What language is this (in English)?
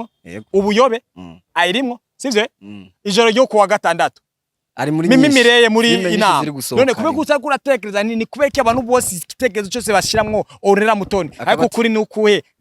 Rundi